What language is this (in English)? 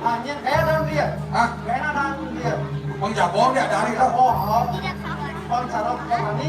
Balinese